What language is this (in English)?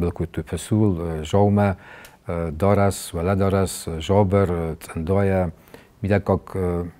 Ossetic